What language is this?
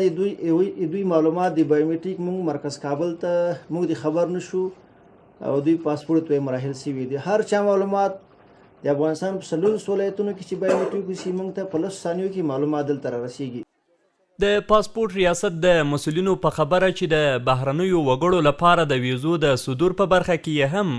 Pashto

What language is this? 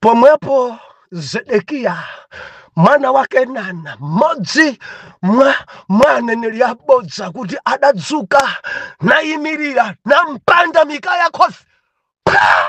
Nyanja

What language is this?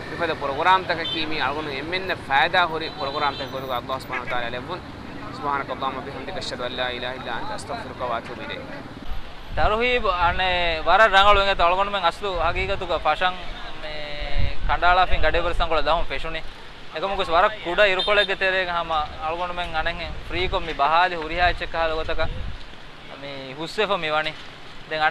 Divehi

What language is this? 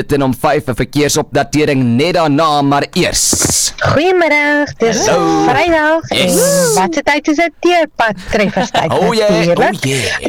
Afrikaans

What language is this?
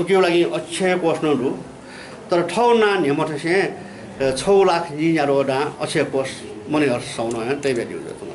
Newari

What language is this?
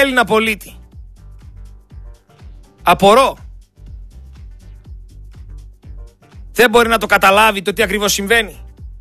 Greek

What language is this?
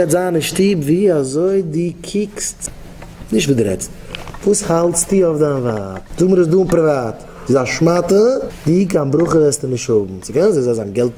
Yiddish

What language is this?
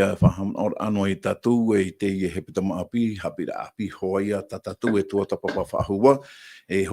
Tahitian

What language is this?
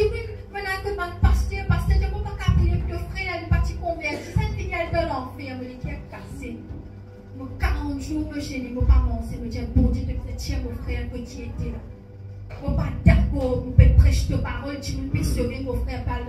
Morisyen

